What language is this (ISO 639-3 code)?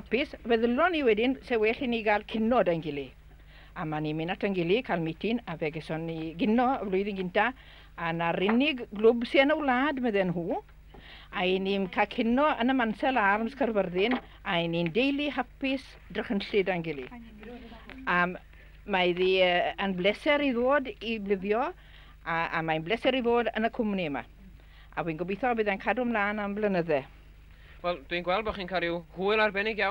cym